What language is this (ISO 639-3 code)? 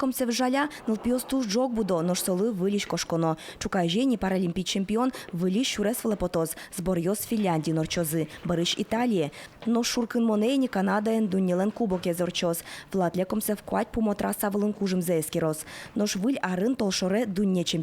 udm